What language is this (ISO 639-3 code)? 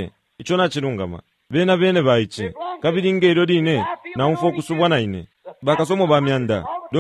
bem